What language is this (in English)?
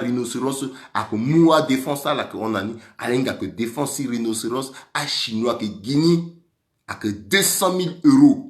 Sango